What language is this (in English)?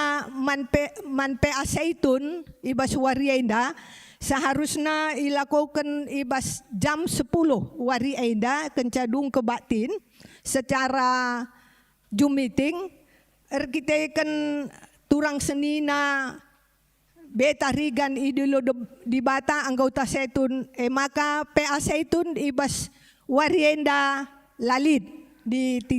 Batak Karo